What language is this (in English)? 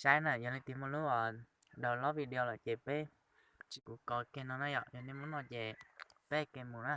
Hmong